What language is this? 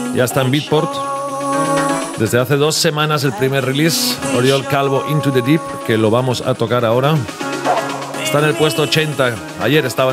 Spanish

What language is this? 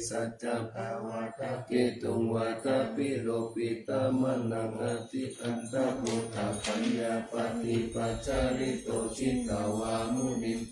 Pali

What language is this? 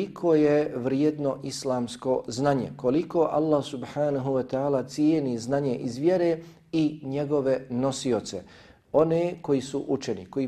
Bosnian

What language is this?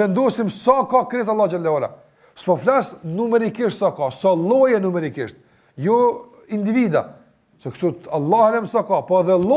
Albanian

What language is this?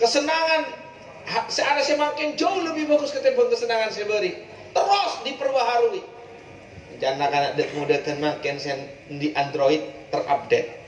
Madurese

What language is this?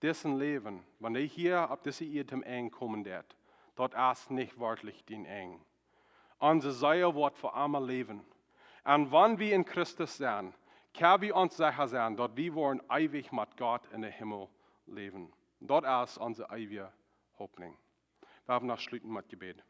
Plautdietsch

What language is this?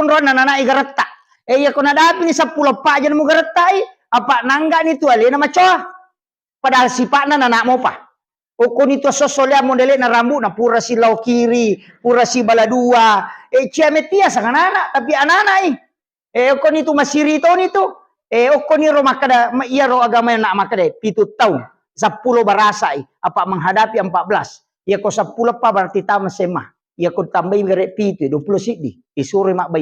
Buginese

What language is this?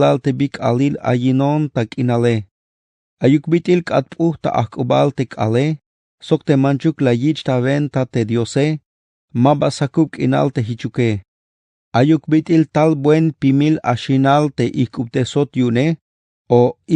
Tzeltal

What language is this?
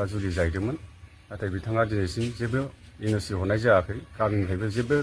Bodo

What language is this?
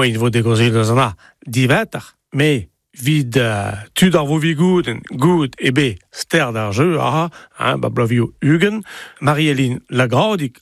Breton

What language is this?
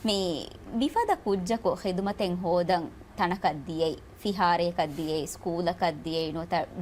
Divehi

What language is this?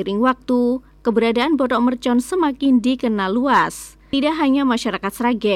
Indonesian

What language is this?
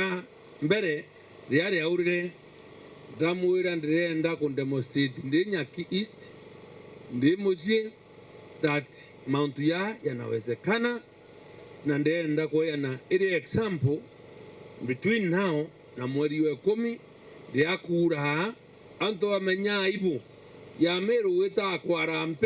Meru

